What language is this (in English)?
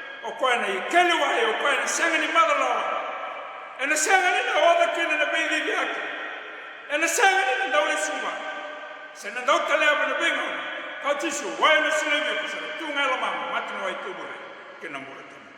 Fijian